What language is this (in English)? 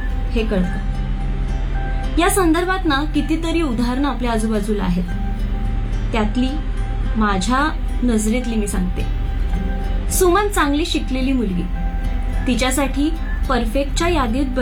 Marathi